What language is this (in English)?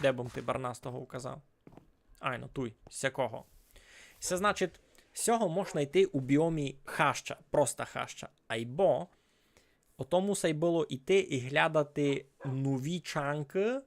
Rusyn